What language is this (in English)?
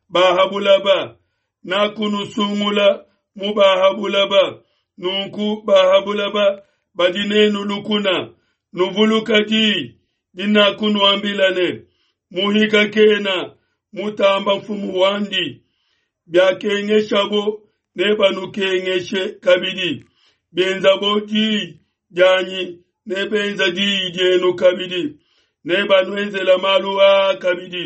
Luba-Lulua